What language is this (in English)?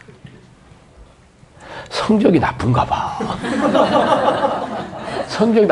Korean